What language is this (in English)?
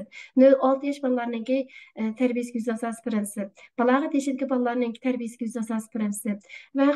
Uyghur